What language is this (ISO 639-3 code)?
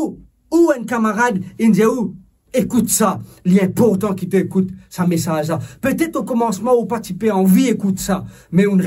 mfe